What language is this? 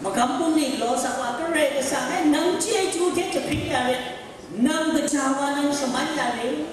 Kachin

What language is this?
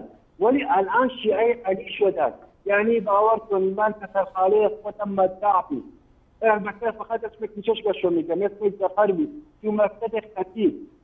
Persian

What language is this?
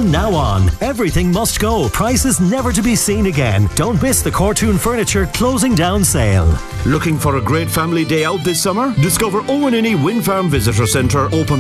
English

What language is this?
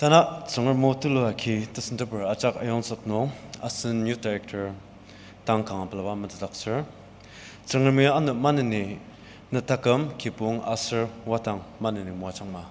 Ao Naga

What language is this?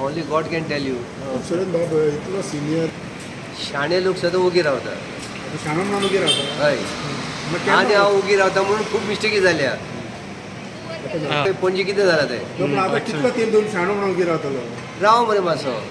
Konkani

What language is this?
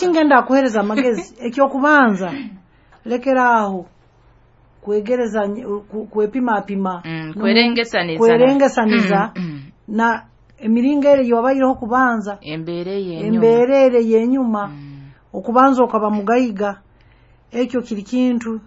Nyoro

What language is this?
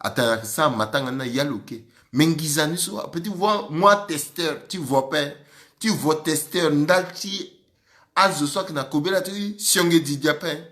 Sango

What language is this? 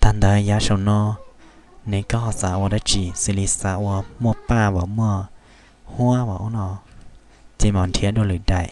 Hmong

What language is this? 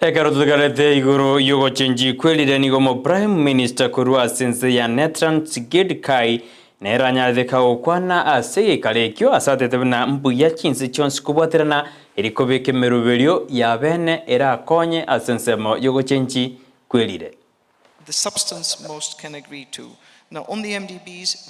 Gusii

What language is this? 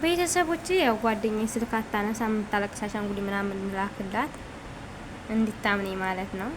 Amharic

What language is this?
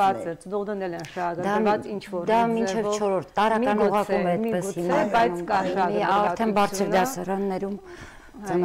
Armenian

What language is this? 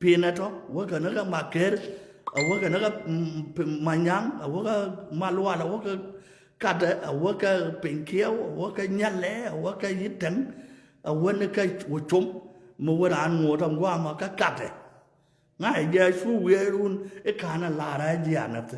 Nuer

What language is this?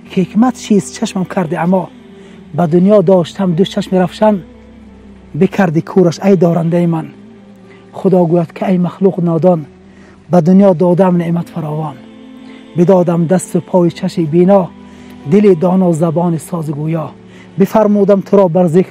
Tajik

